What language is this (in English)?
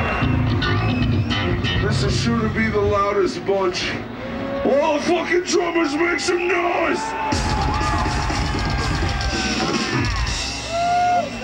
English